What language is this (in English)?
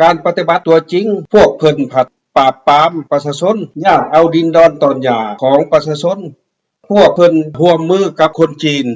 Lao